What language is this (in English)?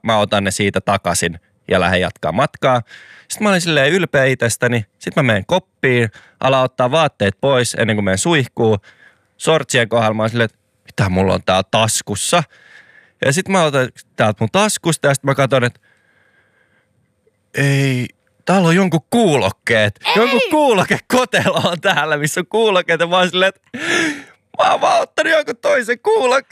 Finnish